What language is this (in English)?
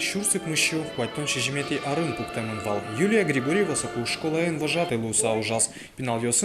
Udmurt